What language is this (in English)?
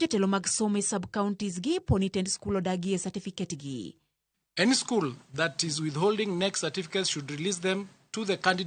Luo (Kenya and Tanzania)